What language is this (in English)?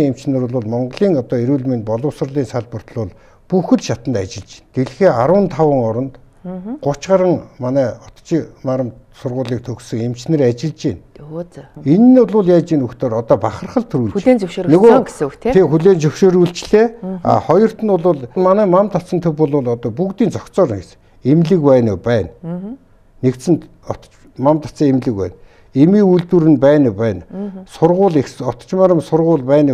Mongolian